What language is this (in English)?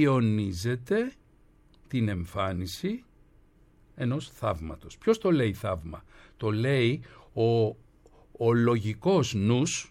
Greek